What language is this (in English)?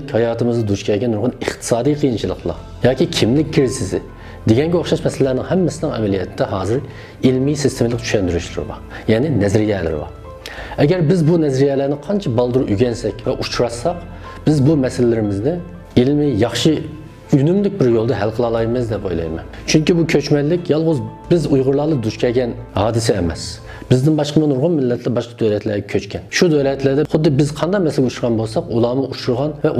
Uyghur